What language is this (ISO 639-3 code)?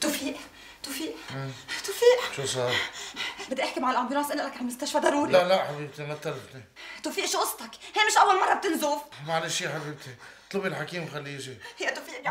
apc